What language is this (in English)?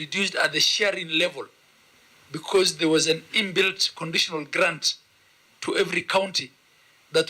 Kamba